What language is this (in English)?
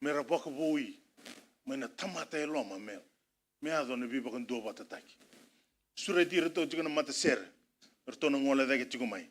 Fijian